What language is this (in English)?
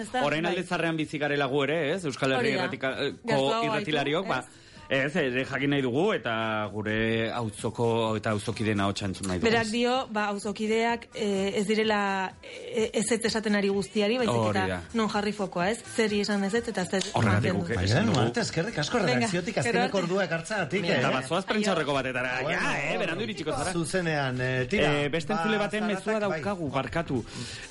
Basque